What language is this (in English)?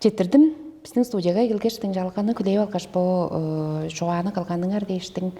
Tuvinian